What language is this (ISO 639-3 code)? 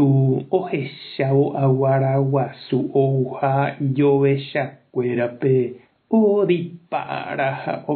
grn